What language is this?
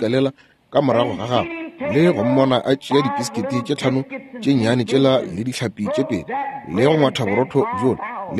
Northern Sotho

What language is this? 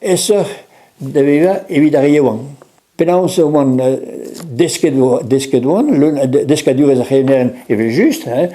Breton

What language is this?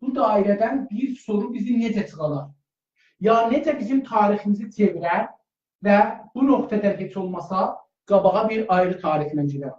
South Azerbaijani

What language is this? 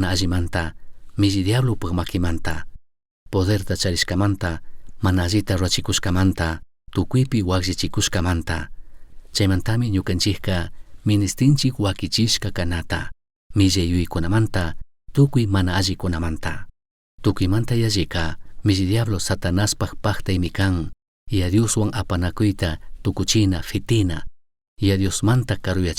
Chimborazo Highland Quichua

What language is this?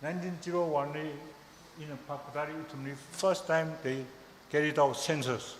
Tangkhul Naga (India)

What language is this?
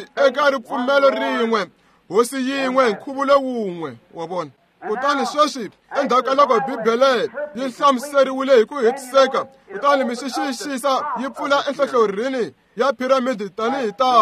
Tsonga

